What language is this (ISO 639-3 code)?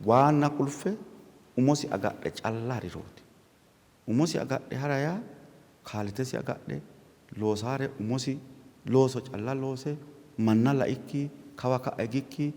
sid